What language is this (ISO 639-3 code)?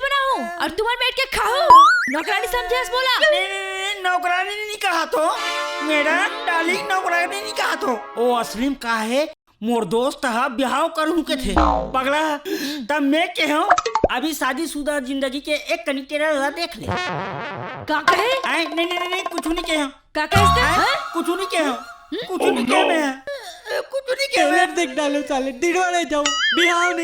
hne